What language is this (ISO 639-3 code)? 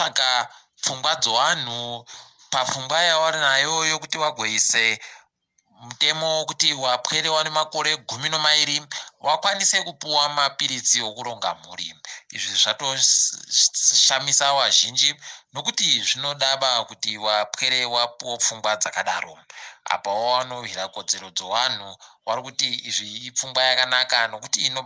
ndc